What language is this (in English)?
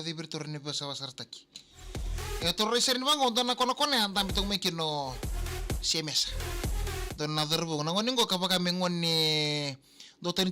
Fijian